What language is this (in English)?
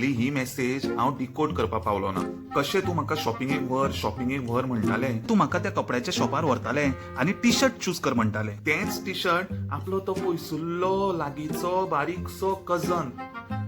Konkani